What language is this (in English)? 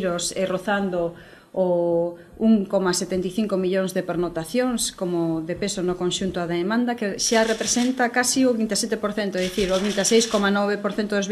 Galician